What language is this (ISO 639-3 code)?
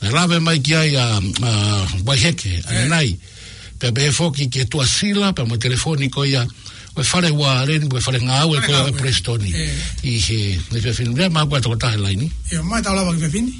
ton